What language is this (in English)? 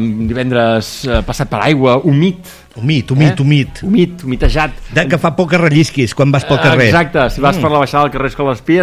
Catalan